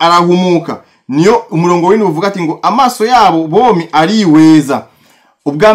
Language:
Rundi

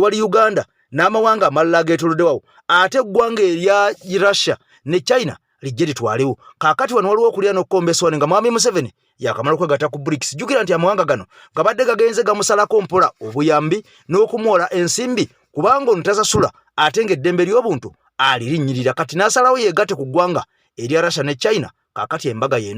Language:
Ganda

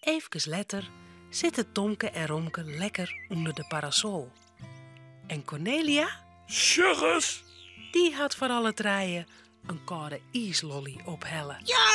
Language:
Western Frisian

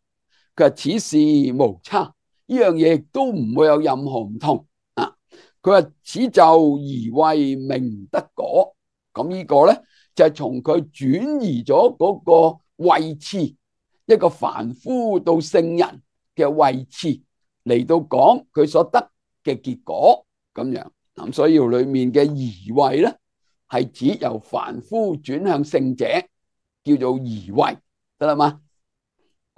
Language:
Cantonese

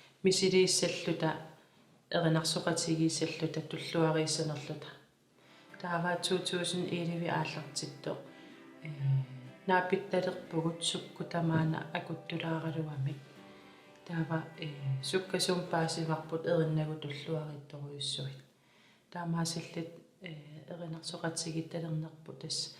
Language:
Kalaallisut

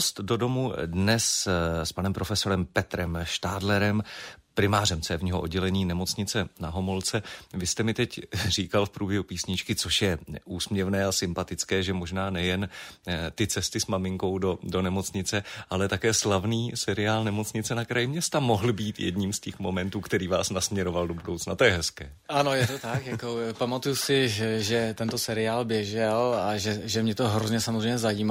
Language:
Czech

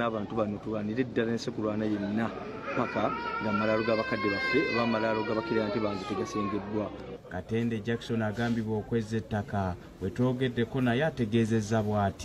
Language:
Ganda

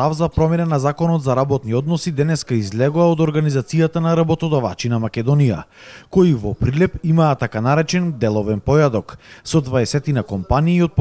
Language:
Macedonian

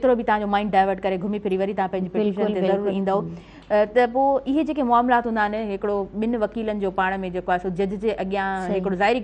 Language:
Sindhi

